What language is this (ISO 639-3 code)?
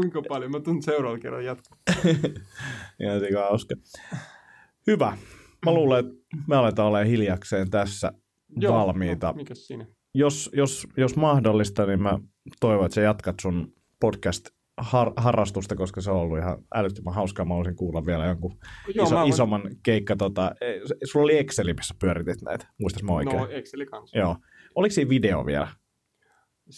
fin